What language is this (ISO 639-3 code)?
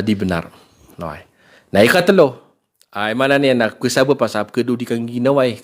mrw